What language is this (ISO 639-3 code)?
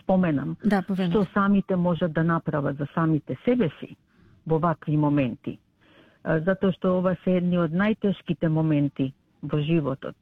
mkd